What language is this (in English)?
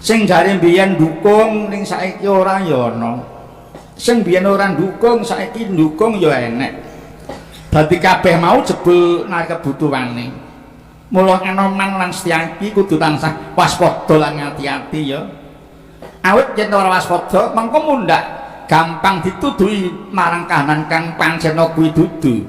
Javanese